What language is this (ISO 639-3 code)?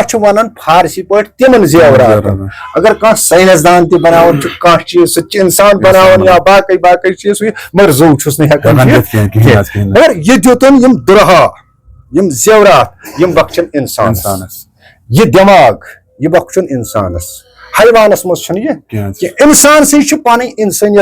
kas